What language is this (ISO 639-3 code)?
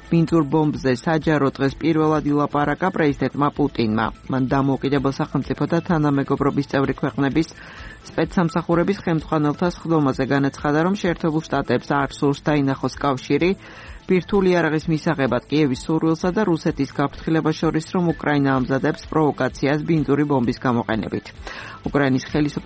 kat